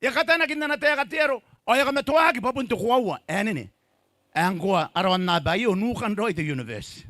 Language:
Gilbertese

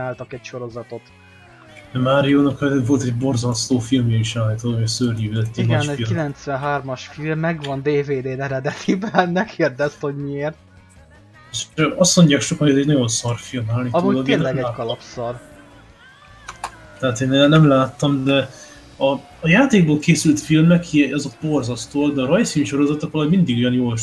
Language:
Hungarian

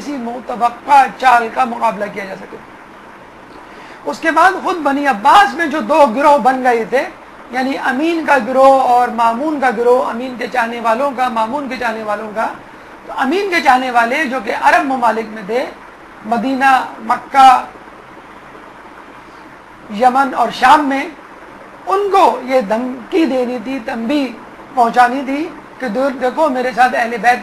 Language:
Urdu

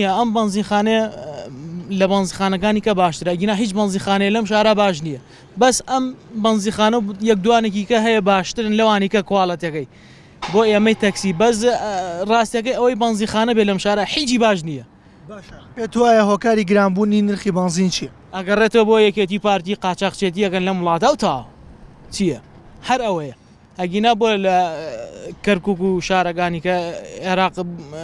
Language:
Central Kurdish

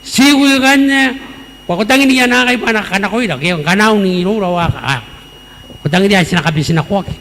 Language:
Gilbertese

